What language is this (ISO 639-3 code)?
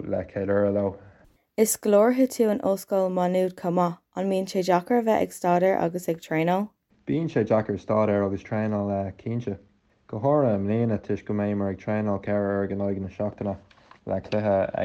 gle